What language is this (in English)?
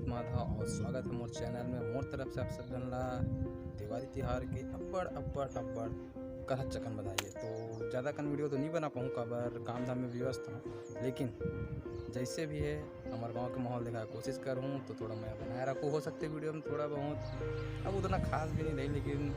Chhattisgarhi